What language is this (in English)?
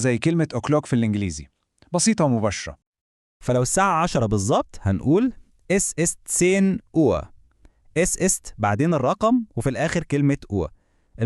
Egyptian Arabic